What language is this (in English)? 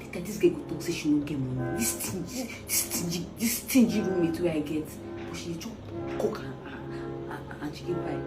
Nigerian Pidgin